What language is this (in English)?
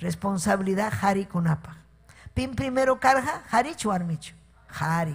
Ayacucho Quechua